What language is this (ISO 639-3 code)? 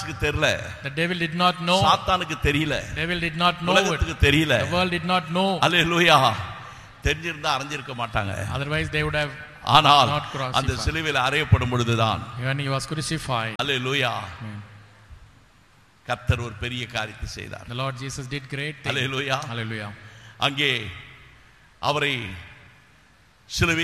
tam